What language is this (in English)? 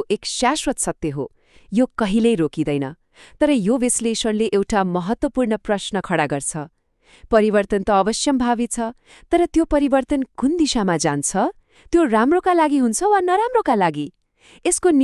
Nepali